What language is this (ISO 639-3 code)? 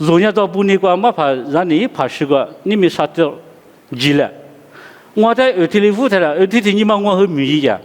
lis